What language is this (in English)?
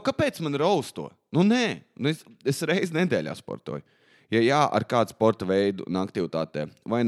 Latvian